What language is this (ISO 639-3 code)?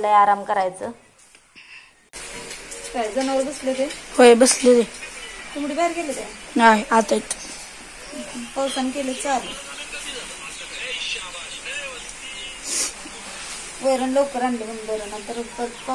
mar